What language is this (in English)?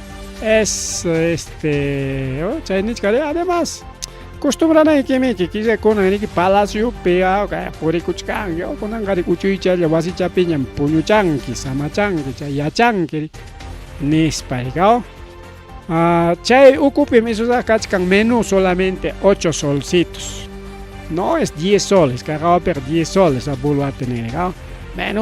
Ayacucho Quechua